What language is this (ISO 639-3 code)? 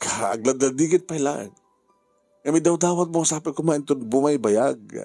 ilo